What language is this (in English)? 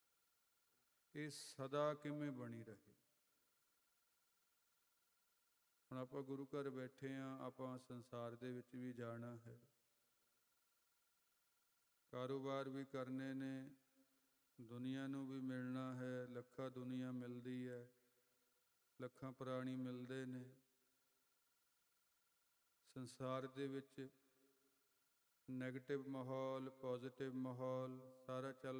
Punjabi